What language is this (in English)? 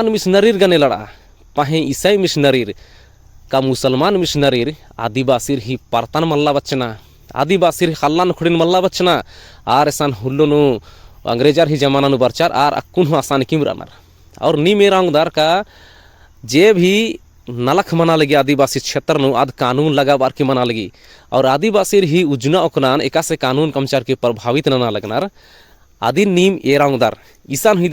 Kurukh